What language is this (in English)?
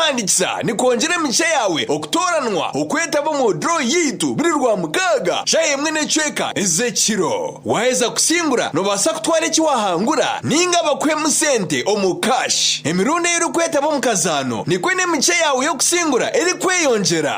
Nyankole